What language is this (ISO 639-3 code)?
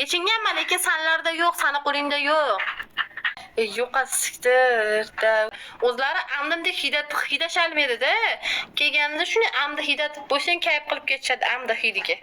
uzb